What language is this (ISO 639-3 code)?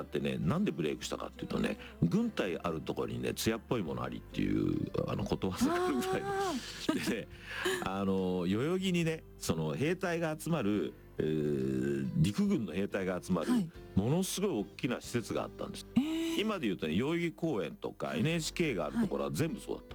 jpn